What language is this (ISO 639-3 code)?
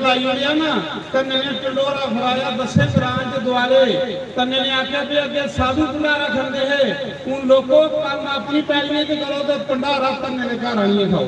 doi